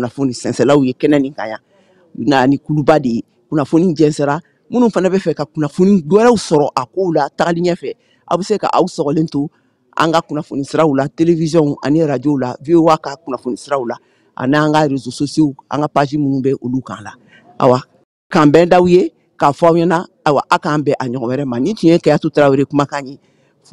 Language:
Bambara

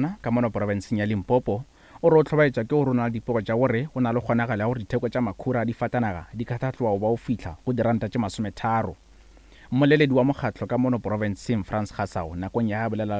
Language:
Northern Sotho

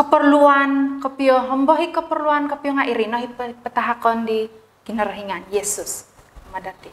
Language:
Central Dusun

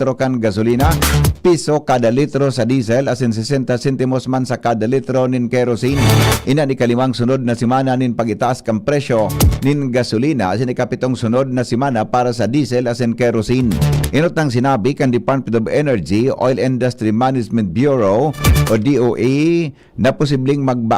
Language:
Bikol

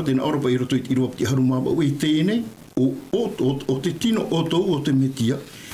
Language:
Tahitian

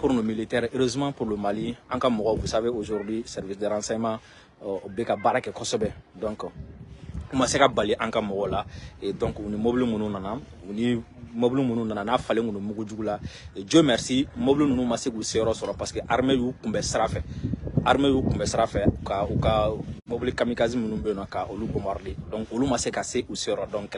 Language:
Bambara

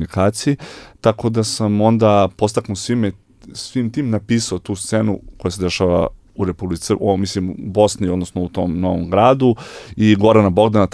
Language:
Serbian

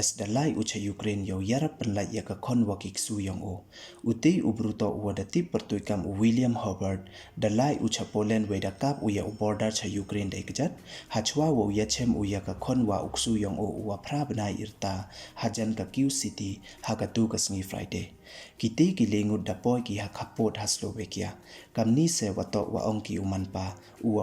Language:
Pnar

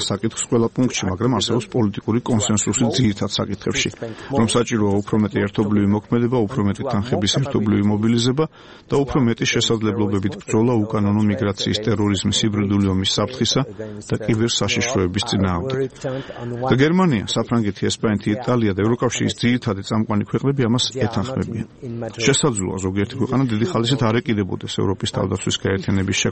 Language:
Georgian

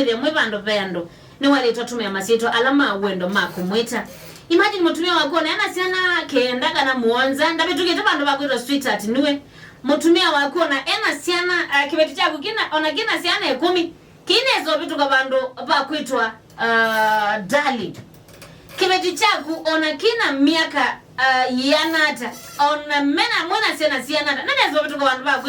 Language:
Kamba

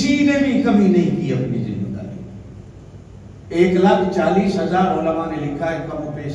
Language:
Urdu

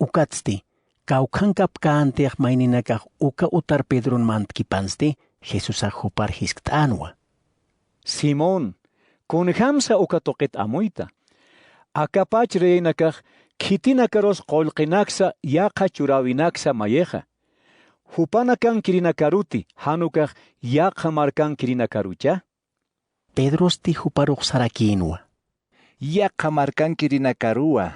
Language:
Aymara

